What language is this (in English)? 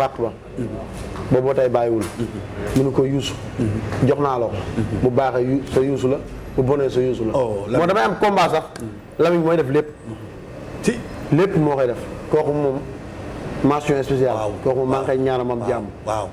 Wolof